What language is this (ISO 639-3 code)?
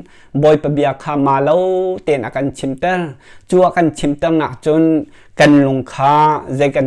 cnh